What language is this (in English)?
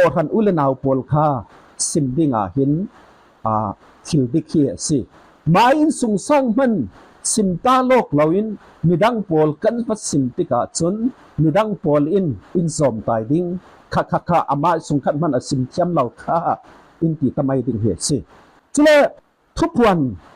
Falam Chin